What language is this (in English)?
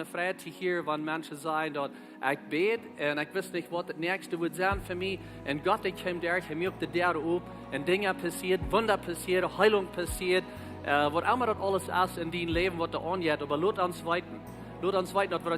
Plautdietsch